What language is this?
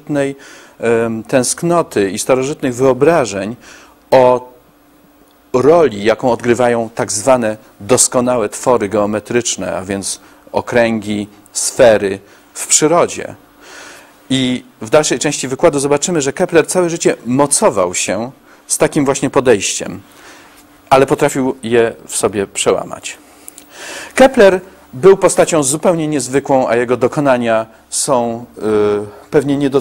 Polish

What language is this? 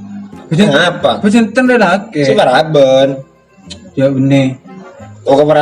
Madurese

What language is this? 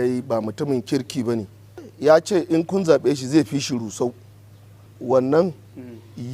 Hausa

